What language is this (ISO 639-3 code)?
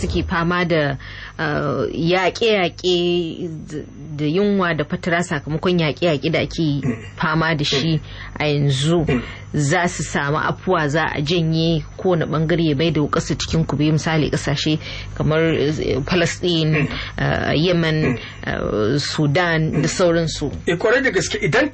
hau